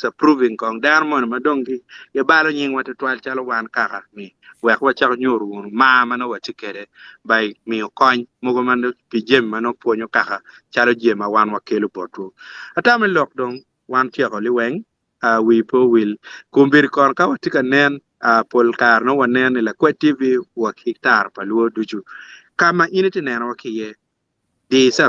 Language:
Acoli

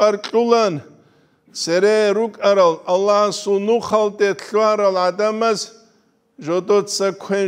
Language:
Avaric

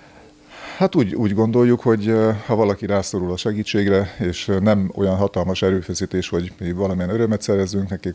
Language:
Hungarian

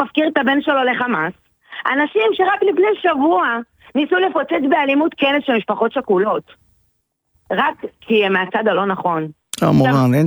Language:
Hebrew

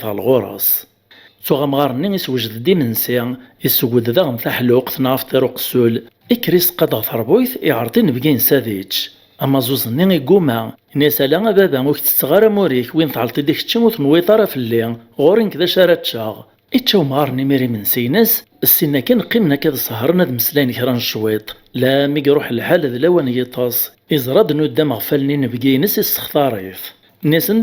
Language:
Kabyle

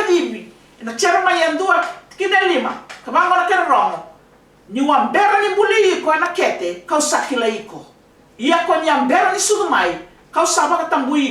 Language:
Fijian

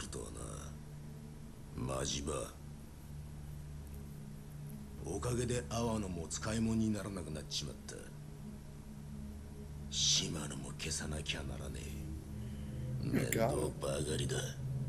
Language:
Japanese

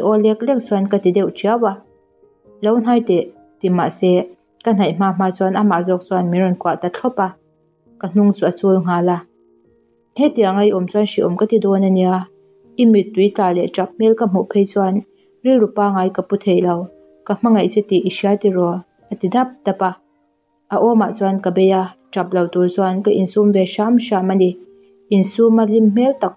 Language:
Mizo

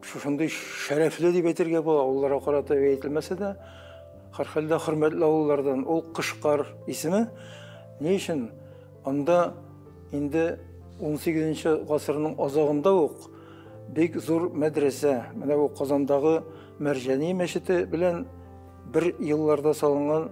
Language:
Tatar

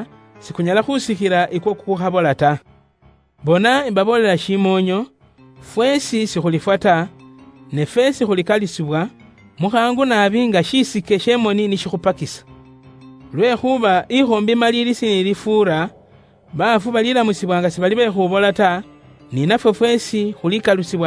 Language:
Luyia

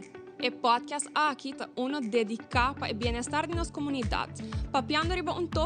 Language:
Papiamento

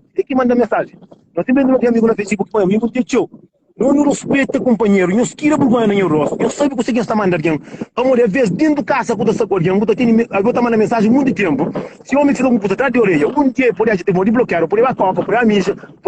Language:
Kabuverdianu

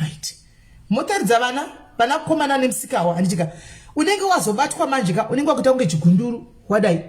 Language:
Shona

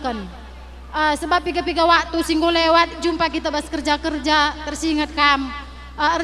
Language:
Batak Karo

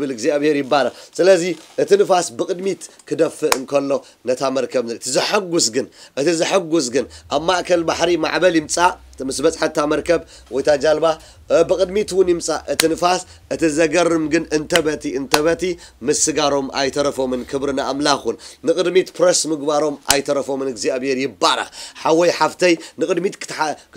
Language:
Tigrinya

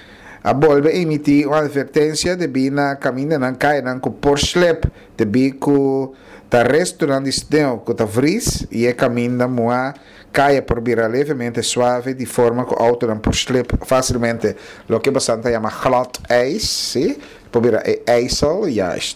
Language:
Papiamento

